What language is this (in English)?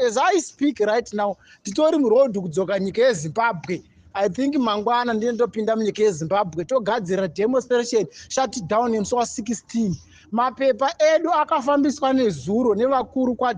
Shona